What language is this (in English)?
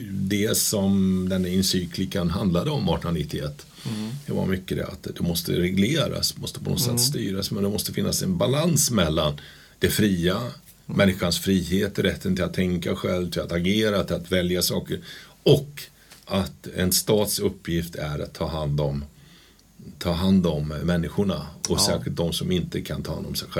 Swedish